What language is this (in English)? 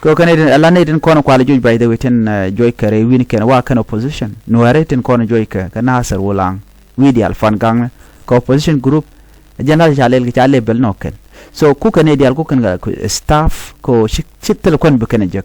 Nuer